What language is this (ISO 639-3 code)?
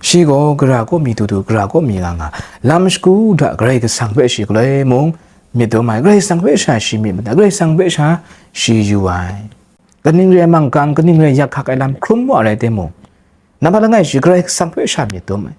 kac